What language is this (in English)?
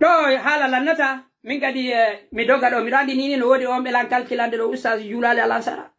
Pular